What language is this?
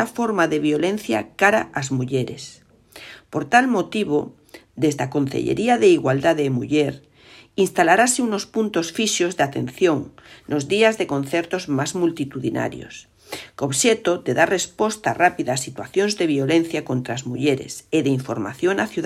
Galician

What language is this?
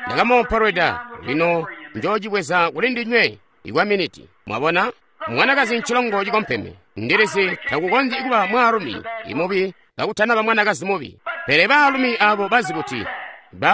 Tonga (Zambia)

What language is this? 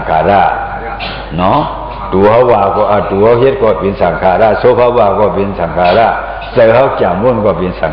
Shan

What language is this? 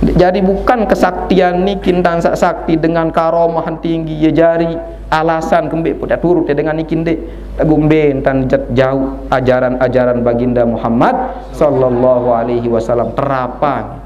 Sasak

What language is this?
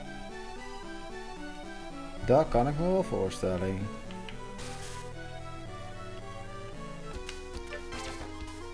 Dutch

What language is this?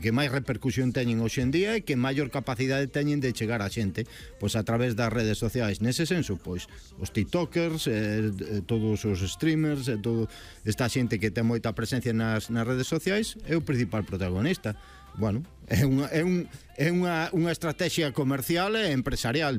Galician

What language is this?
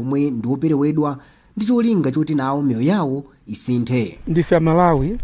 Nyanja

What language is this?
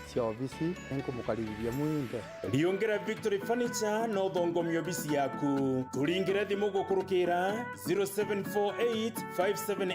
Meru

